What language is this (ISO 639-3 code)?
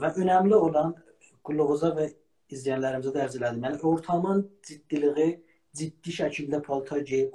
azb